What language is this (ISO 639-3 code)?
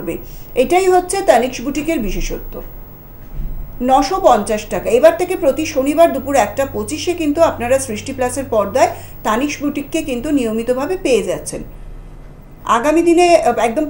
ben